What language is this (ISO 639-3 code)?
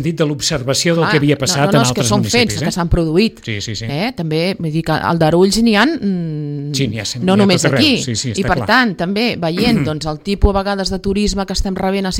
cat